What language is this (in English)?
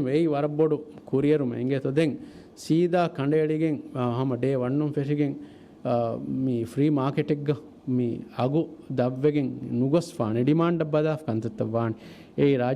Divehi